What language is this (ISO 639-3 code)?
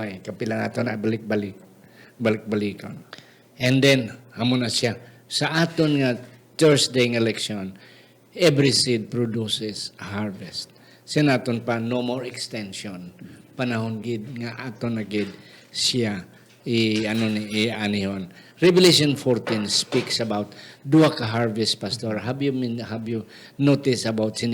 hil